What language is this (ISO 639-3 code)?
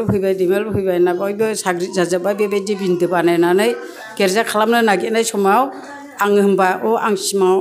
brx